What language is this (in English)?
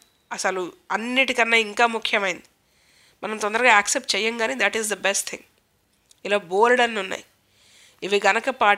Telugu